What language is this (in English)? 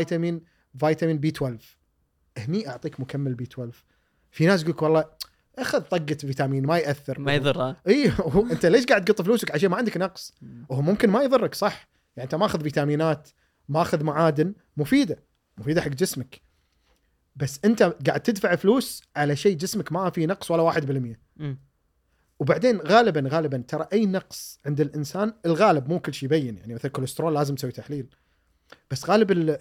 Gulf Arabic